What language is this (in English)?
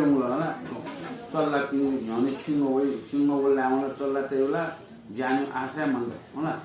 Newari